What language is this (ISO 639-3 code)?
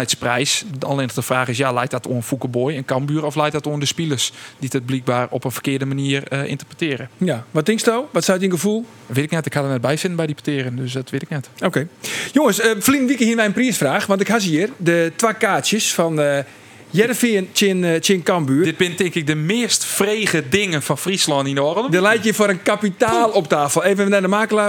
fry